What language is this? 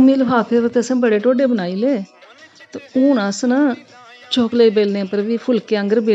Dogri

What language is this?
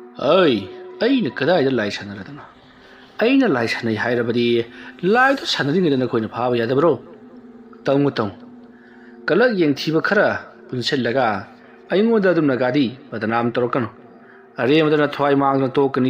Manipuri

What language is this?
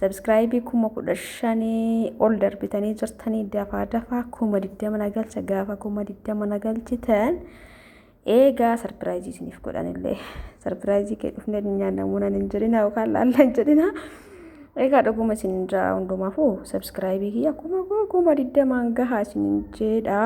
Oromo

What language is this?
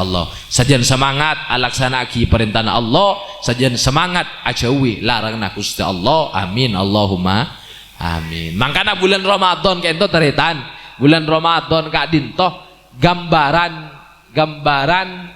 Madurese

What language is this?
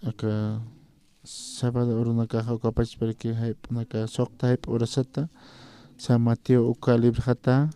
Aymara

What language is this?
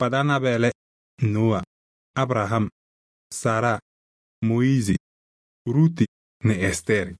Kabiyè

